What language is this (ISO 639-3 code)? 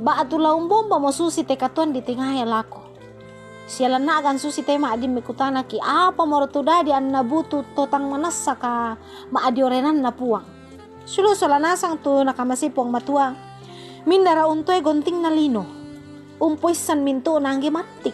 sda